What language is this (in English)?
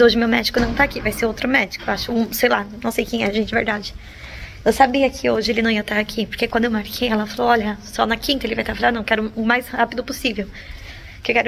Portuguese